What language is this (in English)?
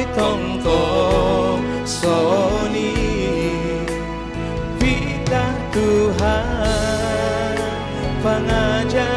Batak Simalungun